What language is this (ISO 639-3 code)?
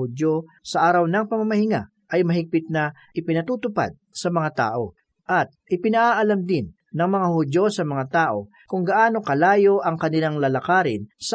fil